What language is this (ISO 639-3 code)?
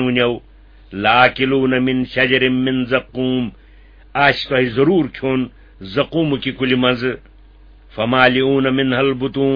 kas